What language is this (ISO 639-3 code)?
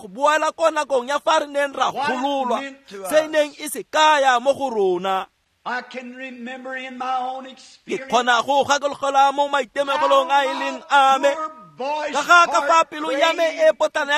tsn